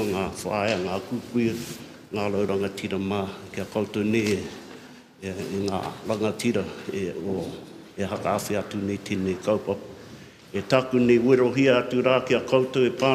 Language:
Māori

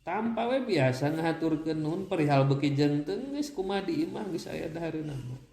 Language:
Sundanese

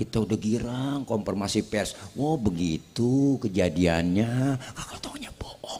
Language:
Betawi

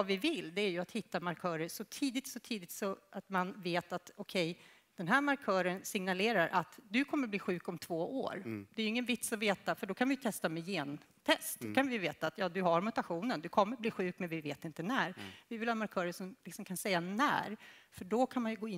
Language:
Swedish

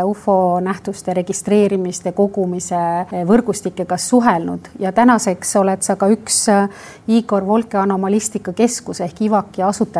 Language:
Estonian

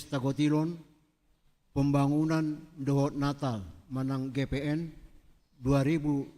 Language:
Batak Toba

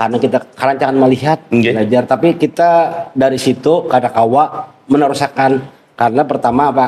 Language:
Banjar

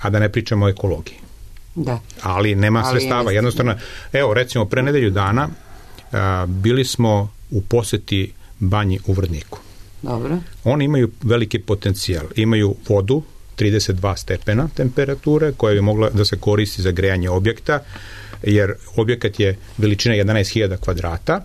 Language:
Serbian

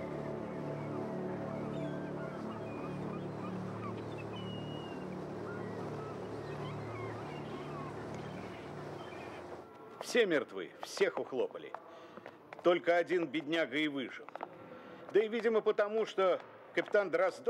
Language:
Russian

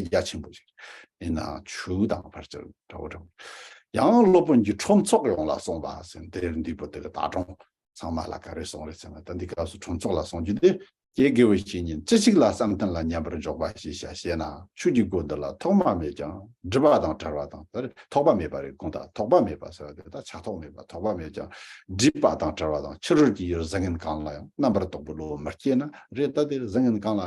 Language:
Tibetan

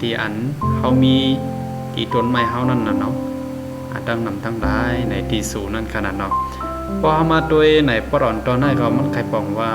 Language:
Shan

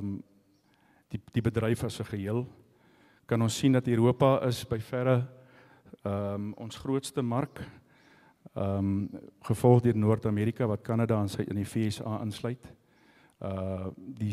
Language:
Afrikaans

